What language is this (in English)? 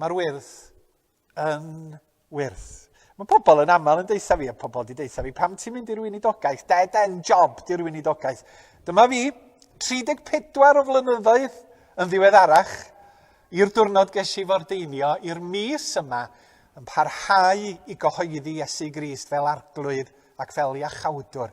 Welsh